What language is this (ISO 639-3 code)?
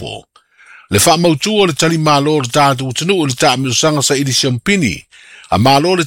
smo